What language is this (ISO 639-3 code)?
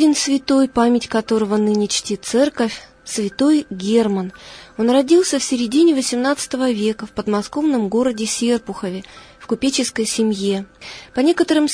rus